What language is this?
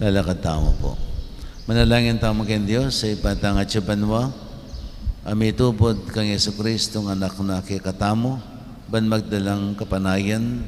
Pampanga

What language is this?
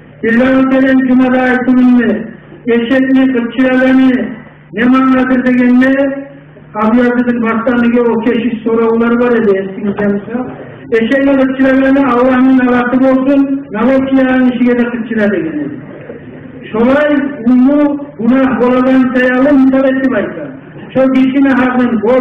Kumyk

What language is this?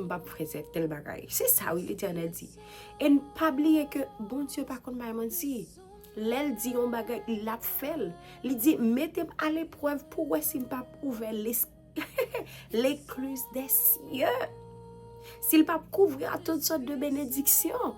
Haitian Creole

